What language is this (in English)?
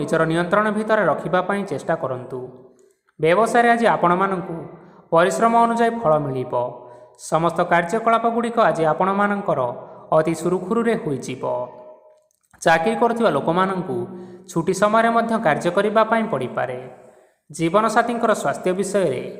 Odia